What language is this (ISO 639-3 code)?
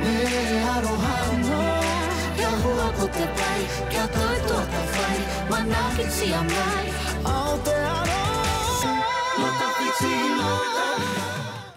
mri